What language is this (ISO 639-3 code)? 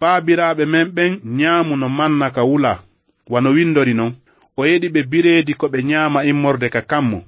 ful